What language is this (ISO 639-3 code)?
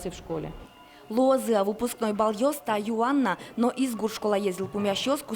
udm